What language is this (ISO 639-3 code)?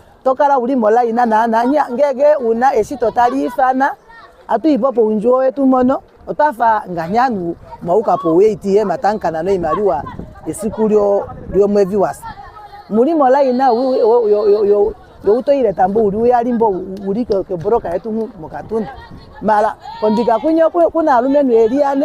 ndo